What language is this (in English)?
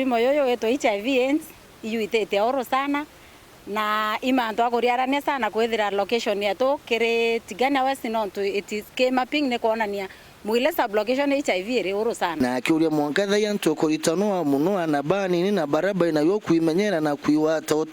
Meru